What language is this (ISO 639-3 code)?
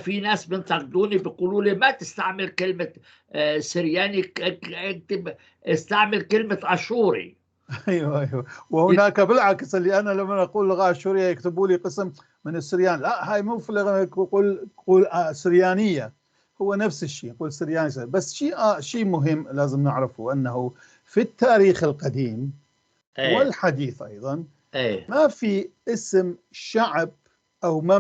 apc